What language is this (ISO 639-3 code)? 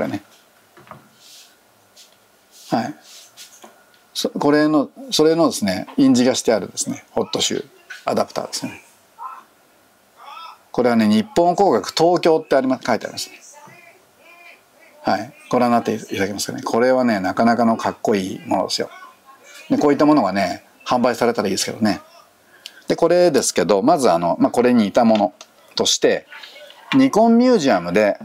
jpn